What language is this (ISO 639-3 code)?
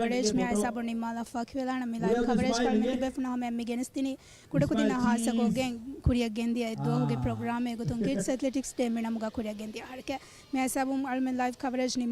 div